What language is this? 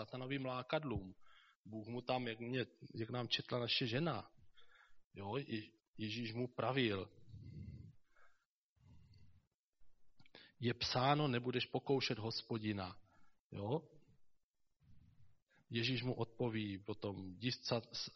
Czech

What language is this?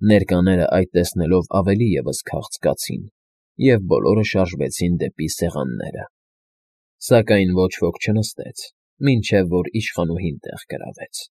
Armenian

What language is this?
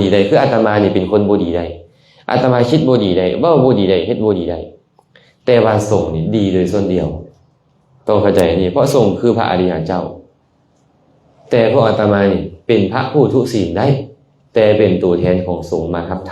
Lao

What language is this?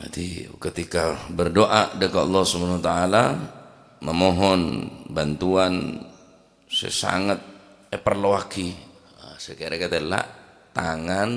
Madurese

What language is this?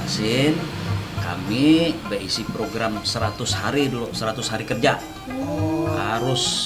Banjar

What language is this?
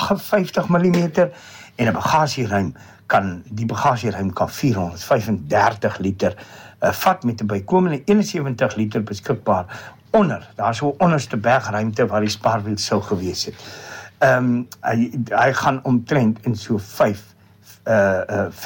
Afrikaans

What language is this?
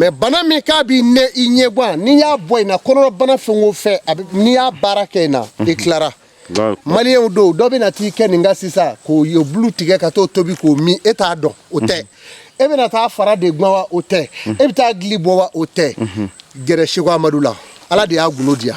Bambara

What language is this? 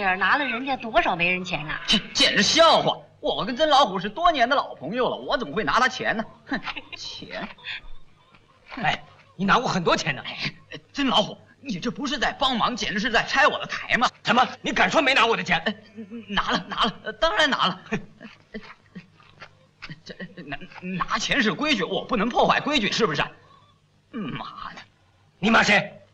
Chinese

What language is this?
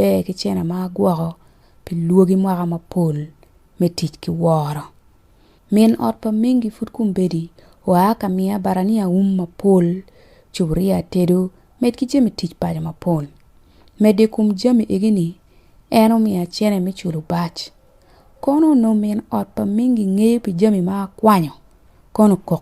Acoli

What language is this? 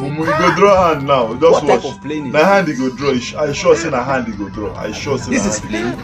Nigerian Pidgin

